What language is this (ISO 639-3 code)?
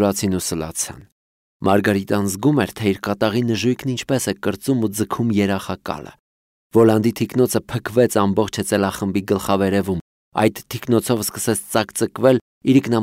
hye